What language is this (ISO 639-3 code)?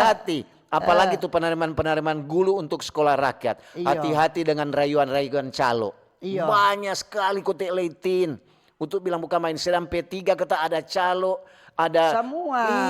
xmm